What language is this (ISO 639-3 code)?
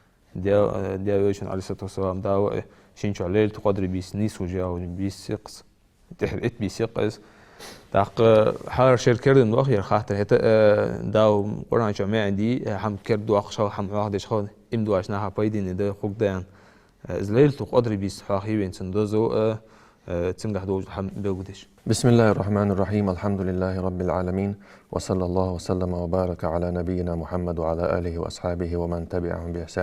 inh